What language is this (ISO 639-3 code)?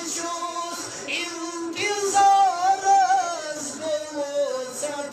kas